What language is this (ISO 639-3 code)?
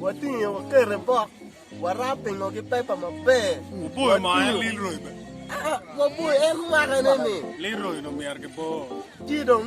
ach